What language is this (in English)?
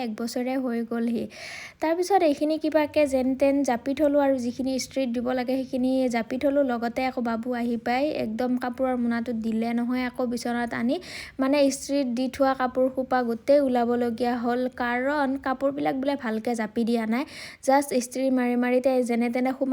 Assamese